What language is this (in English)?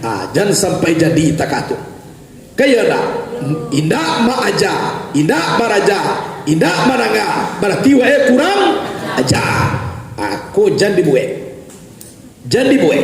Minangkabau